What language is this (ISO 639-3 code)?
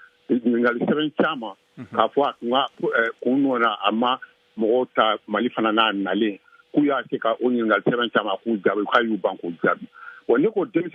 bam